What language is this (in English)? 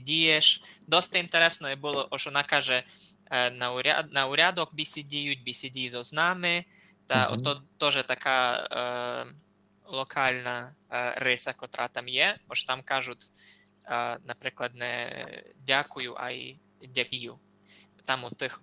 Rusyn